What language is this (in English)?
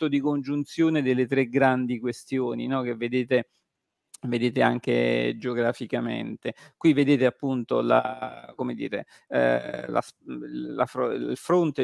Italian